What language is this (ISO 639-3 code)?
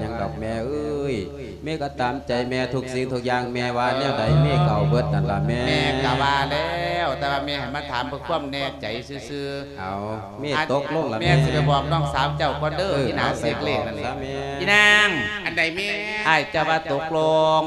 lao